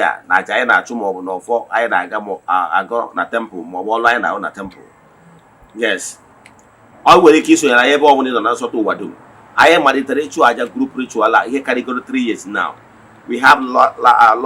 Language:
Igbo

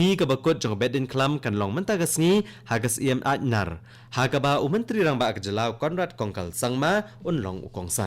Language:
Khasi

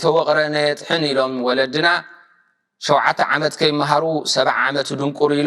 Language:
Tigrinya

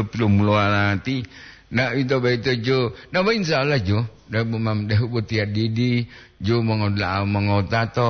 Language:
Gorontalo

